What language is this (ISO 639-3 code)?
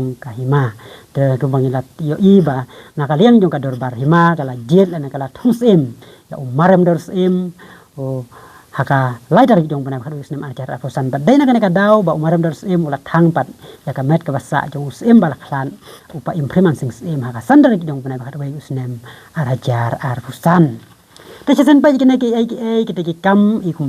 kha